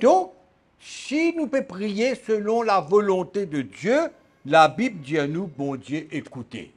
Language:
Morisyen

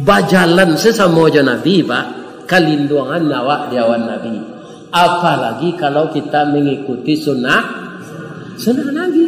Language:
Minangkabau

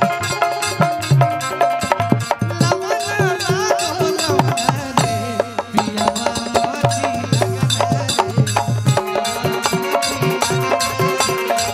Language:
Bhojpuri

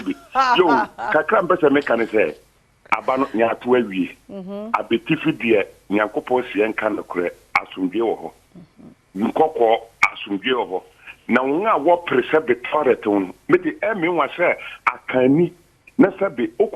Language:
Akan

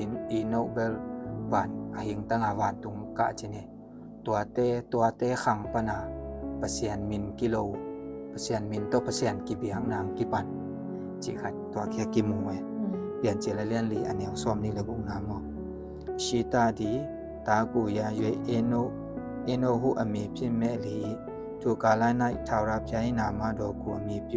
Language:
Tedim Chin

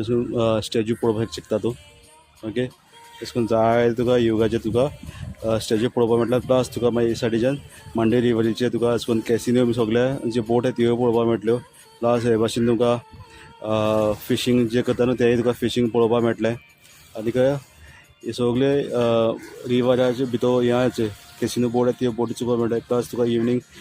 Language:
Konkani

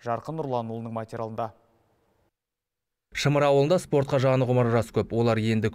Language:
Kazakh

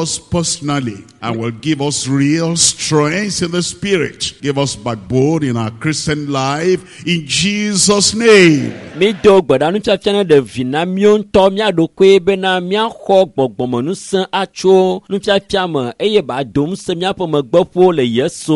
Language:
Ewe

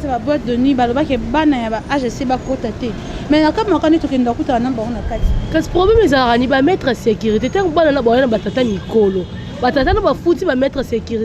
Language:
Lingala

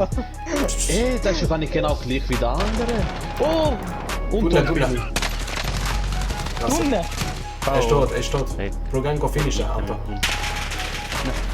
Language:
Swiss German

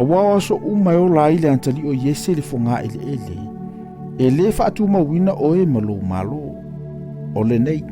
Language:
Samoan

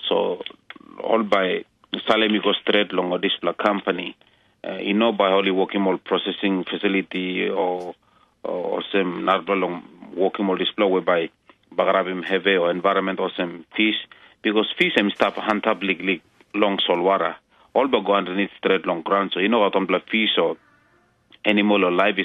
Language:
Tok Pisin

